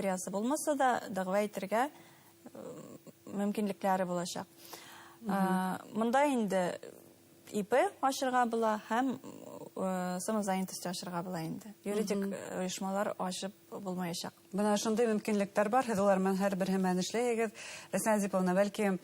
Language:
Bashkir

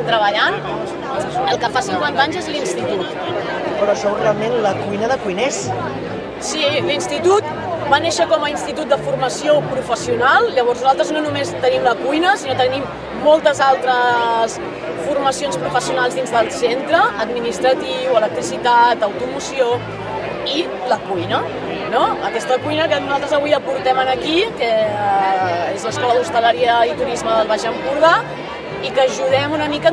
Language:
Catalan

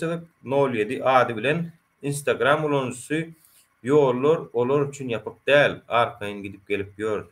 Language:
Turkmen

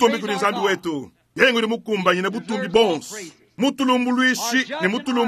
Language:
Luba-Lulua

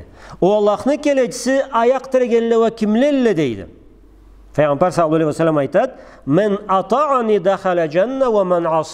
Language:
Karachay-Balkar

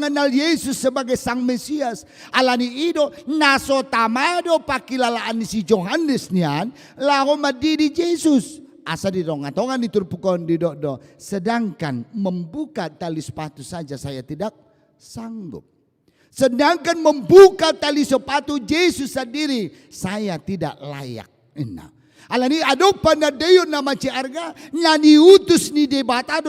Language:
Batak Toba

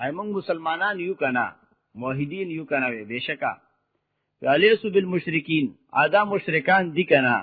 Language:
Pashto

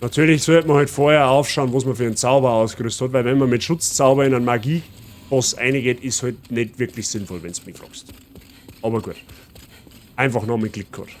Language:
Bavarian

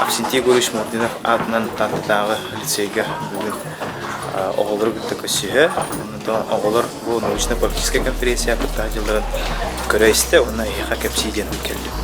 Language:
Yakut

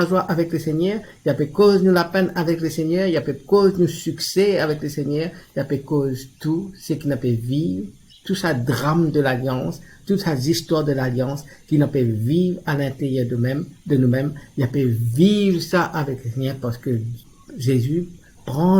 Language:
Morisyen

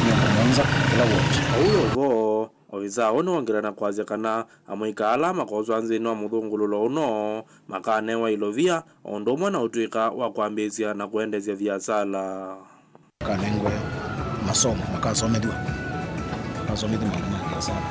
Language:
Kamba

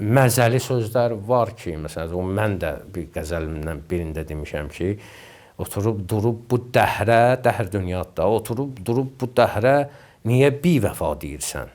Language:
Azerbaijani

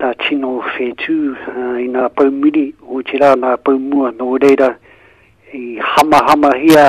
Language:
Māori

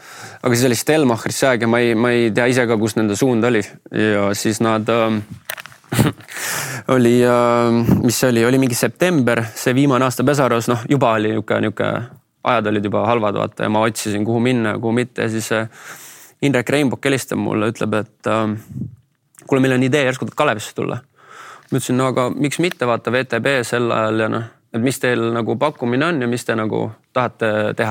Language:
Estonian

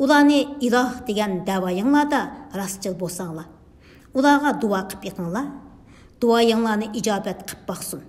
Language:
Uyghur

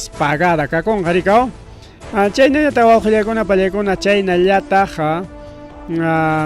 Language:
Ayacucho Quechua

